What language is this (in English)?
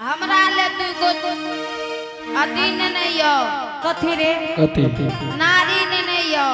Angika